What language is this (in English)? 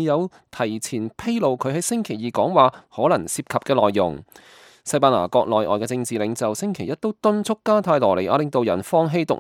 Cantonese